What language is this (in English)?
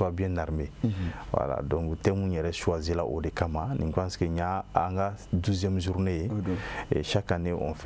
Bambara